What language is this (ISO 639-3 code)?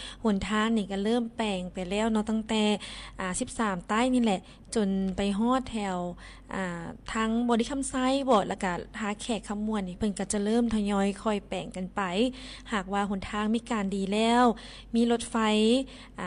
lao